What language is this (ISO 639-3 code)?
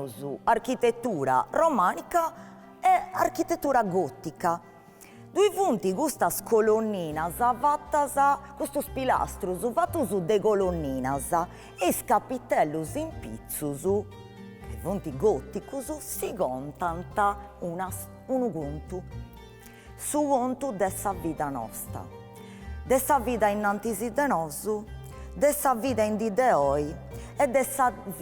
srd